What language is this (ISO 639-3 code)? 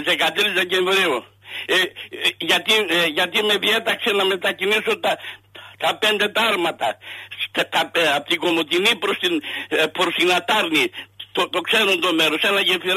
ell